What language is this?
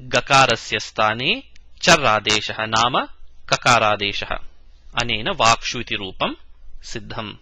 Sanskrit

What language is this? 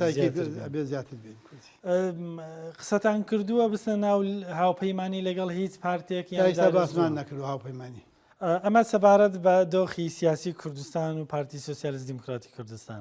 Central Kurdish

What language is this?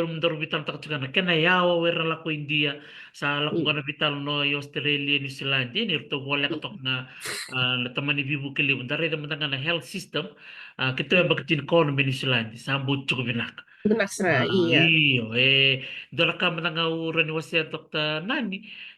Fijian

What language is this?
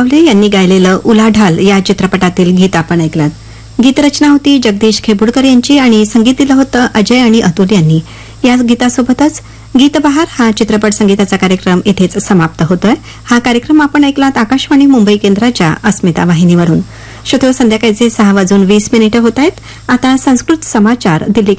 Marathi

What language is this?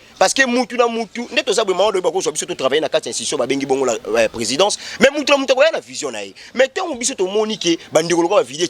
Lingala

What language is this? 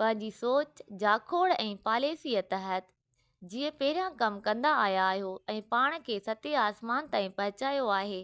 Sindhi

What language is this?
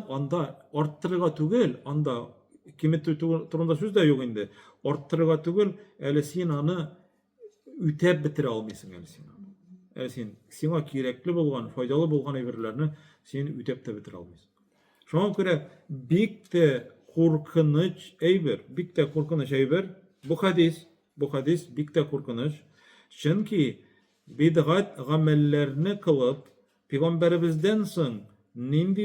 Tatar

